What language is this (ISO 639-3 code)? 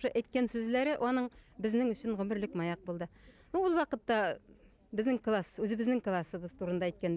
bak